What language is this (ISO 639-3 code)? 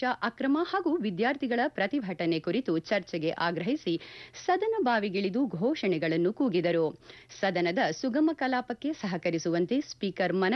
kan